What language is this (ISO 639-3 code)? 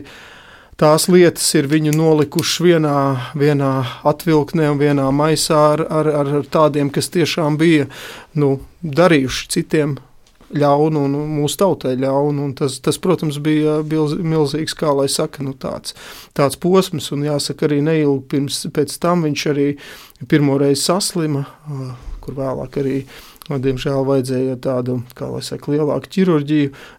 lav